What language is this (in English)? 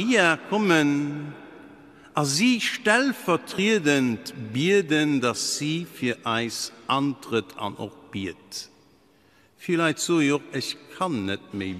Luxembourgish